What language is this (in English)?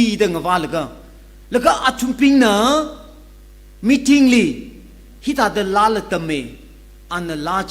Tangkhul Naga (India)